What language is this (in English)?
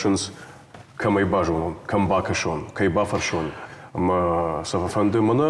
Ossetic